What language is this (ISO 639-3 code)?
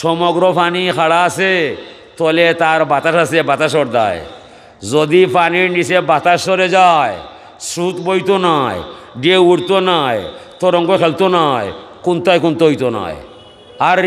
syl